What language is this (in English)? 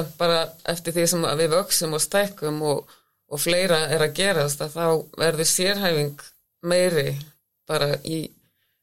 Icelandic